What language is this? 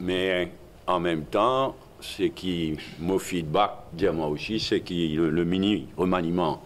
Morisyen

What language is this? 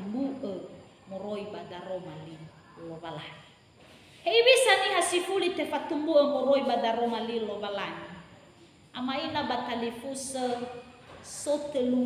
Nias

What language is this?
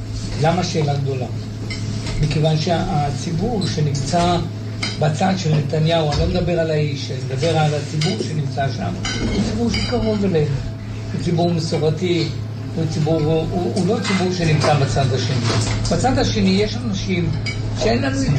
Hebrew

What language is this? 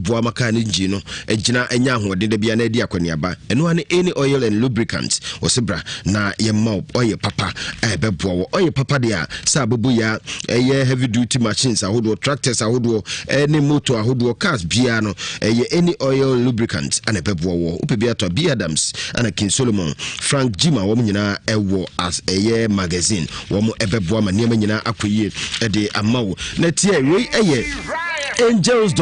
Akan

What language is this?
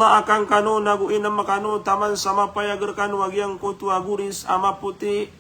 Maranao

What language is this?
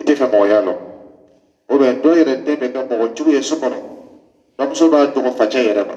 Dyula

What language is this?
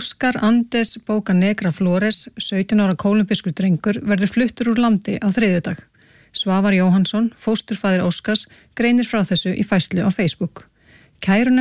Icelandic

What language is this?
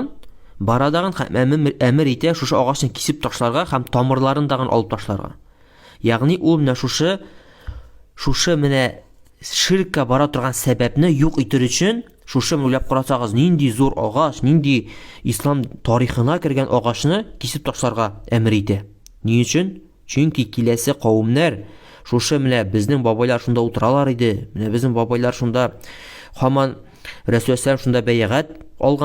Tatar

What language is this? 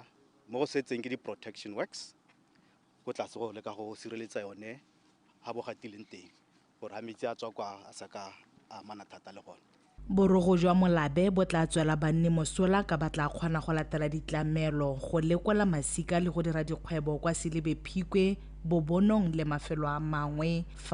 Tswana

